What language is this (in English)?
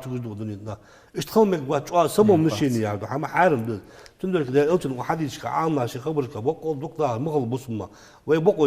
Ingush